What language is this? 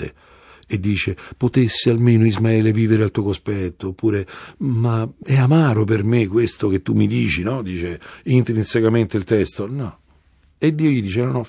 Italian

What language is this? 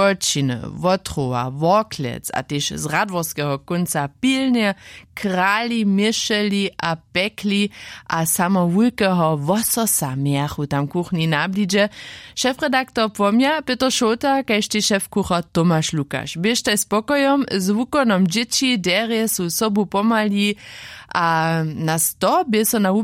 Upper Sorbian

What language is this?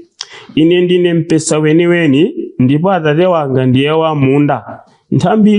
Nyanja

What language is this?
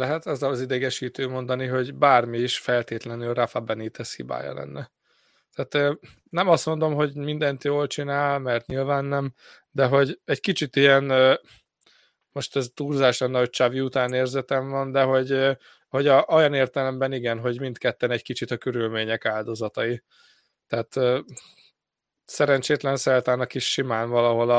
Hungarian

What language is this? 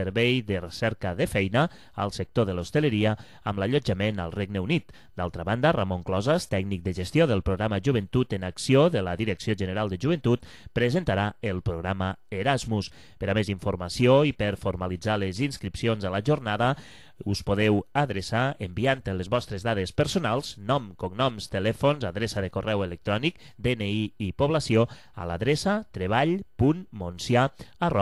Catalan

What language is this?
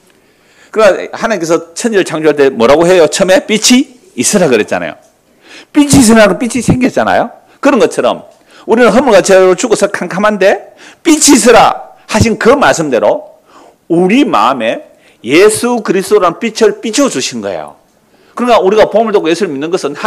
Korean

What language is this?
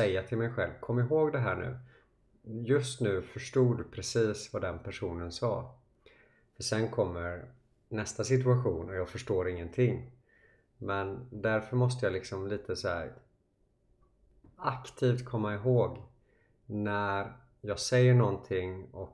Swedish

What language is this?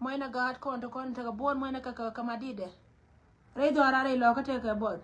Nuer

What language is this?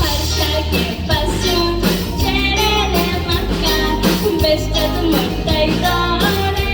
Konkani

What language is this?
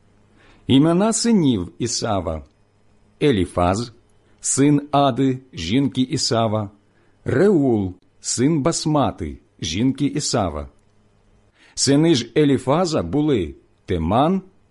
Ukrainian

